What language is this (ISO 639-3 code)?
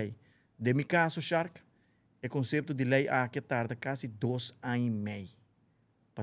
pap